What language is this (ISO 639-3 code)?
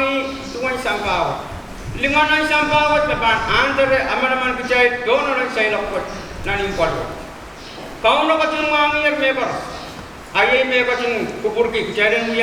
pon